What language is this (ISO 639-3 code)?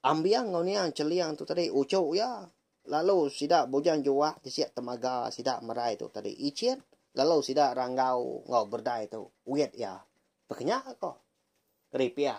iba